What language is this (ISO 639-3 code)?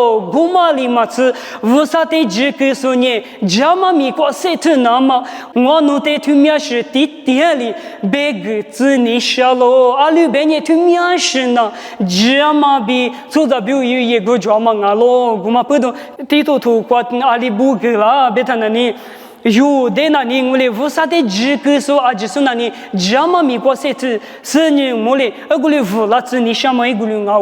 lis